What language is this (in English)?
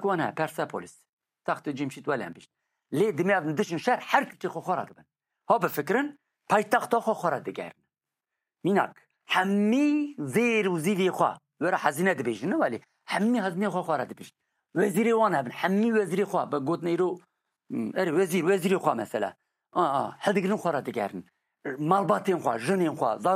Kurdish